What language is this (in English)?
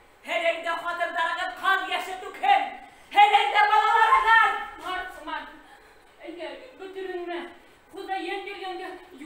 Bashkir